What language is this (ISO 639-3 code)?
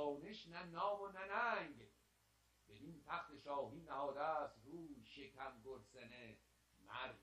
fas